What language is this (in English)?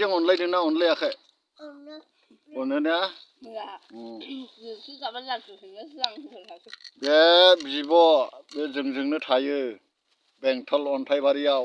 Bodo